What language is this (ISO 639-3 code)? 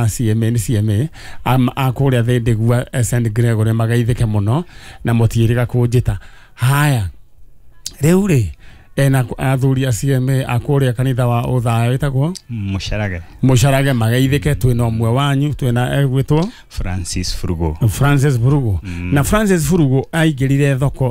kik